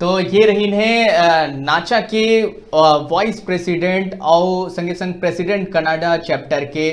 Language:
Chhattisgarhi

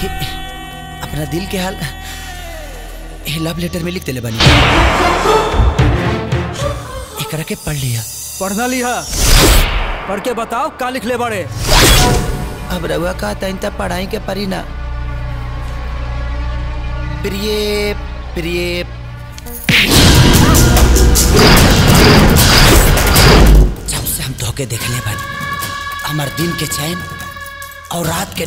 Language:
Bhojpuri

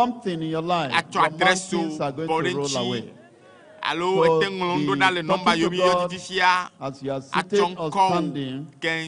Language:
Ewe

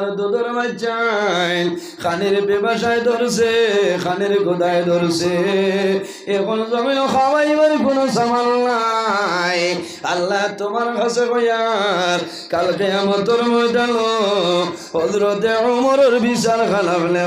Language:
Sylheti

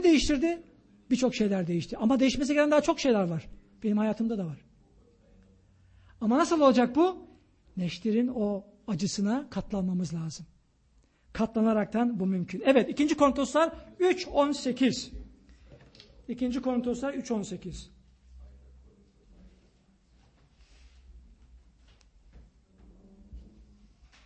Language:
Turkish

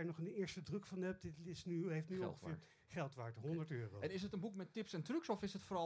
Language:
Dutch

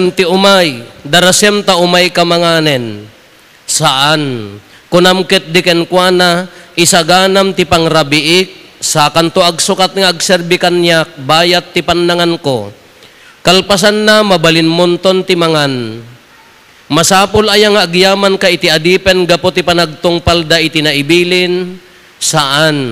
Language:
Iloko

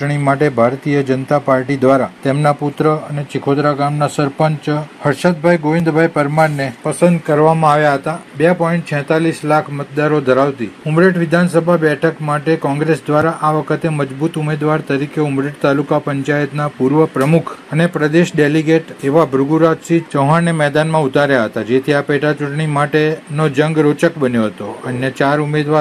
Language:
Gujarati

